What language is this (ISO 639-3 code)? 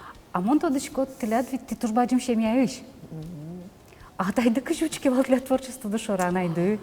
udm